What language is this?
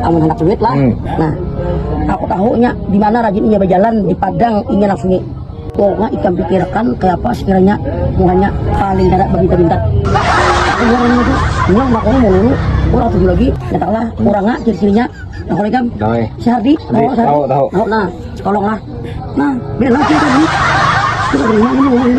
Banjar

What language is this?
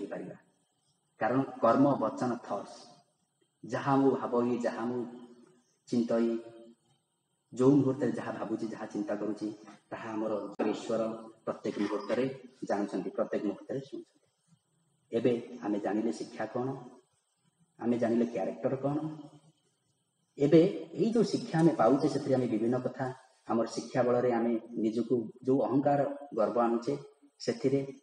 Odia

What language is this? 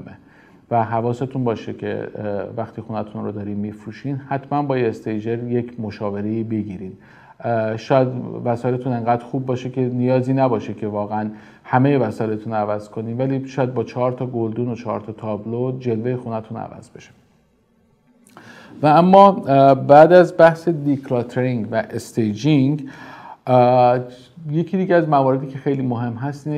Persian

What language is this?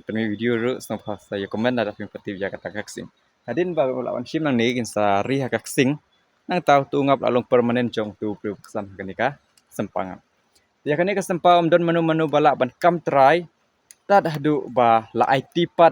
Khasi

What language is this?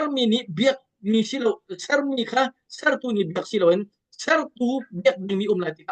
Hakha Chin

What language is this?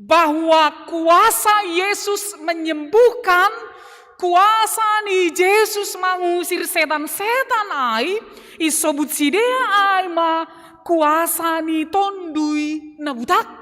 Batak Simalungun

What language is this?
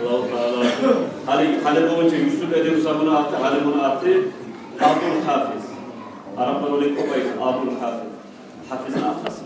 Kumyk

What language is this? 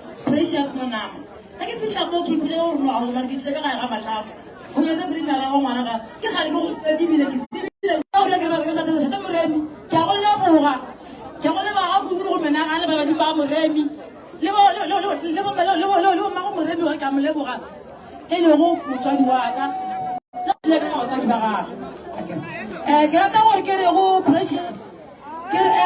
Northern Sotho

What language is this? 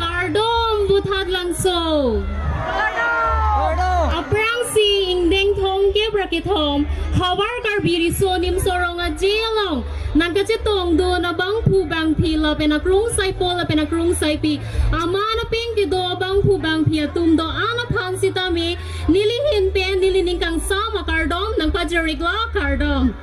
Karbi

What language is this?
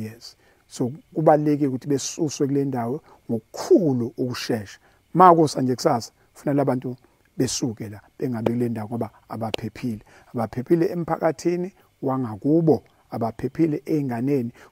Zulu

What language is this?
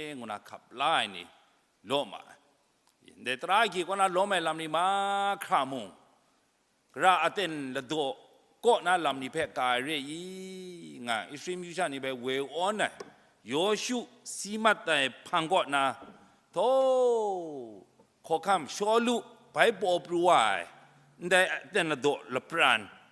Kachin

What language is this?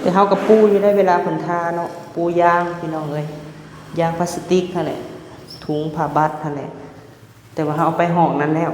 Lao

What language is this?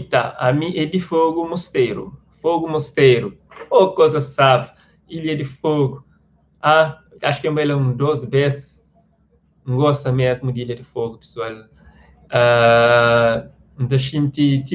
Kabuverdianu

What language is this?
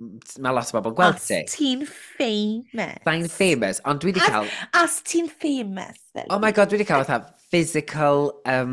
Welsh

